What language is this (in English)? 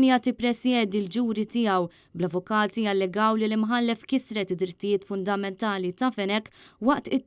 Maltese